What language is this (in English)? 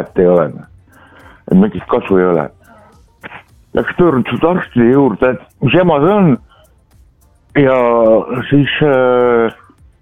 Estonian